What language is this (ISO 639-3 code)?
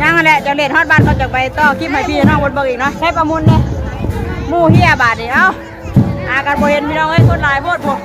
tts